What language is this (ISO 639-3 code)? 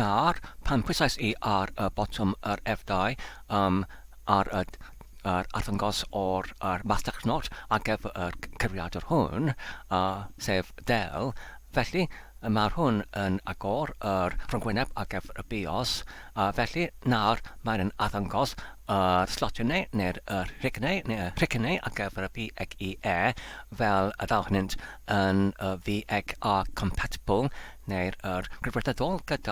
cym